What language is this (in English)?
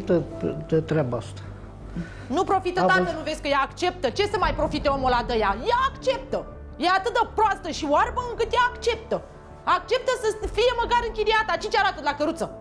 Romanian